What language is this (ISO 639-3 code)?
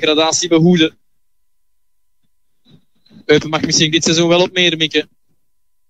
nld